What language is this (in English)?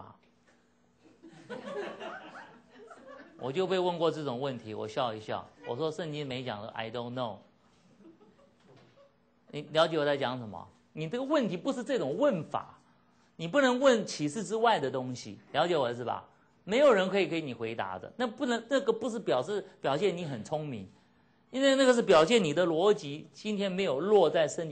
Chinese